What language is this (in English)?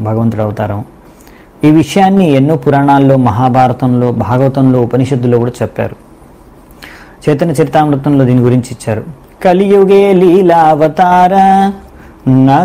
Telugu